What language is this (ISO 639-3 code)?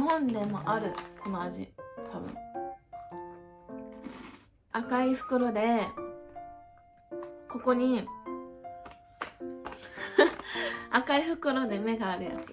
jpn